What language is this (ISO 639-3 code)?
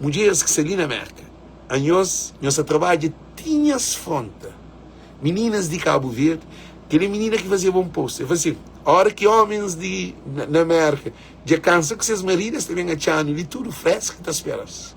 kea